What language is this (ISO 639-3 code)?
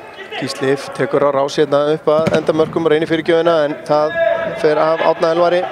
isl